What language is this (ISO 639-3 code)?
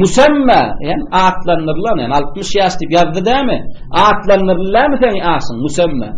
tuk